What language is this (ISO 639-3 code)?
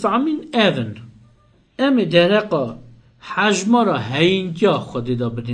kur